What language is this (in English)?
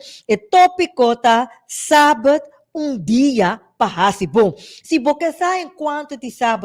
Papiamento